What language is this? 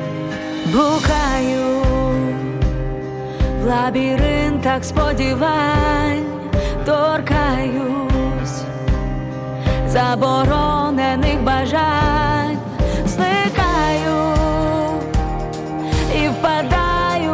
Ukrainian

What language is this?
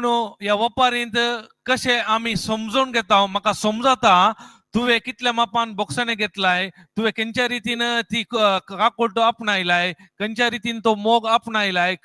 Konkani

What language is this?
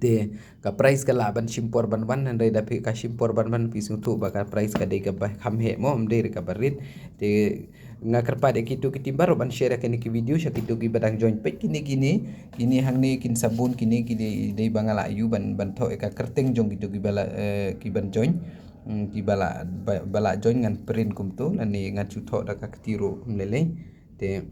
Khasi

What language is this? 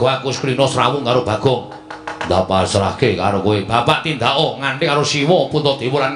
Javanese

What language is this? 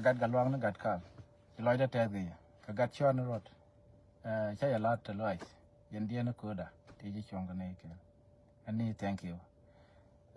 Nuer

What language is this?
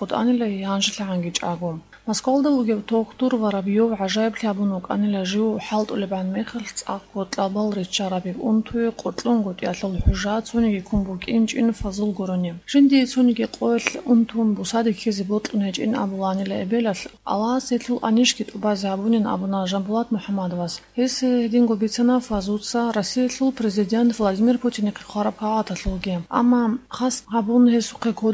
Avaric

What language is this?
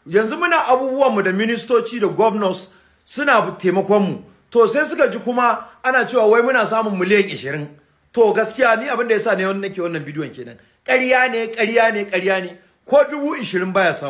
Hausa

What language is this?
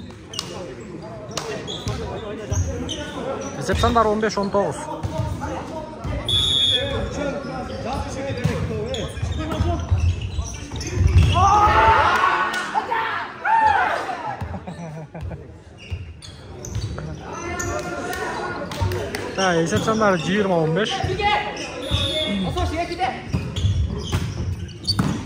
Kyrgyz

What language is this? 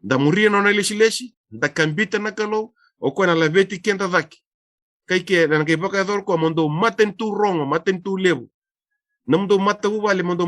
Fijian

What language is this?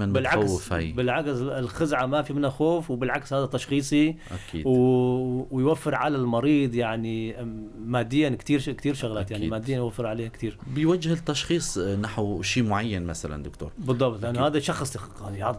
North Levantine Arabic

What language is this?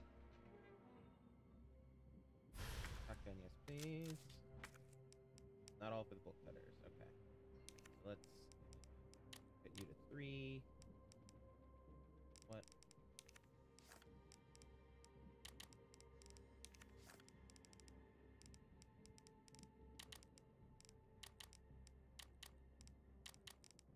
English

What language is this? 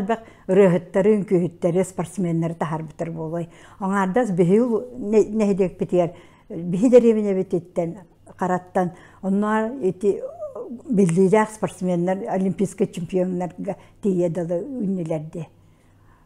Yakut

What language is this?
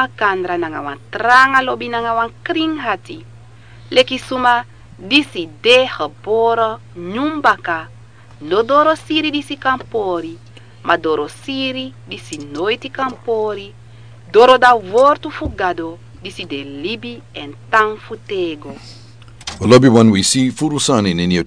Sranan Tongo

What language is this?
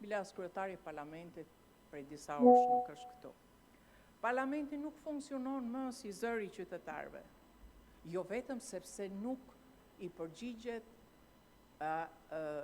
Albanian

